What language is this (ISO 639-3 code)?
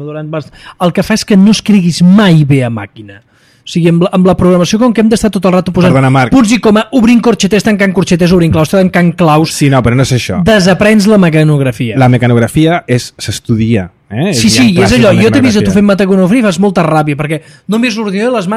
cat